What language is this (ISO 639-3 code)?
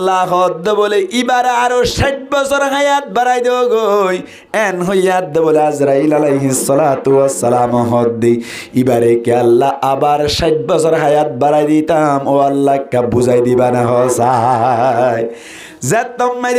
rhg